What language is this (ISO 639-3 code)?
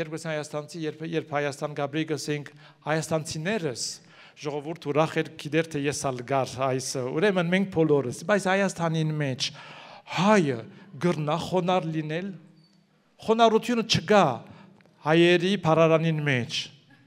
hye